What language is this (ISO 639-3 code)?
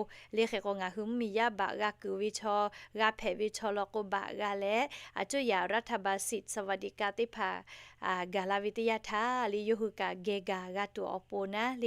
lhu